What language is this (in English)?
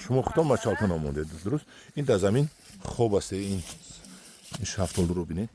Tajik